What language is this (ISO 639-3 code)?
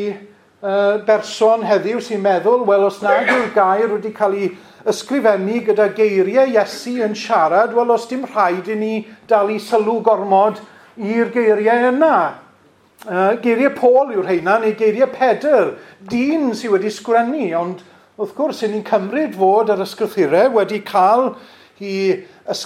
cym